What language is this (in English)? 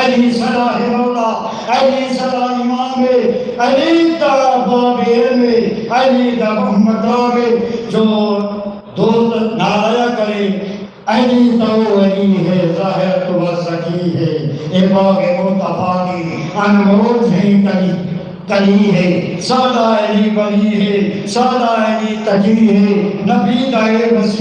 Saraiki